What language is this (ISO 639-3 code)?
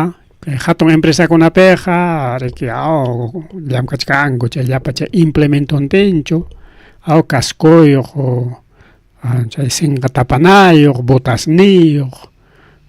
quy